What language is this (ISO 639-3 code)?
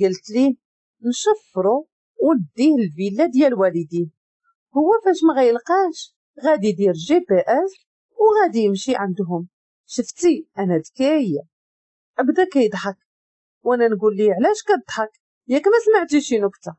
ary